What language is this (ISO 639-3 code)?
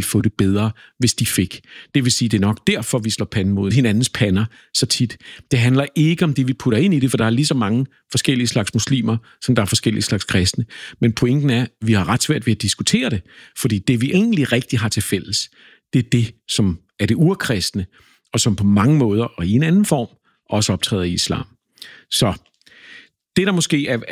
dan